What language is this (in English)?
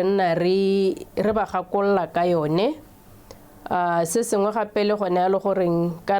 Tswana